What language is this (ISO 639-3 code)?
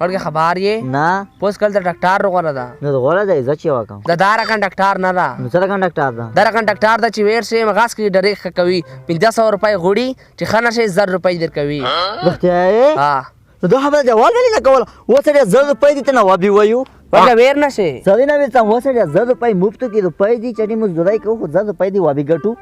pus